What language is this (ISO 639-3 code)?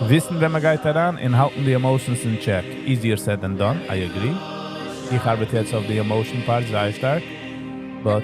yid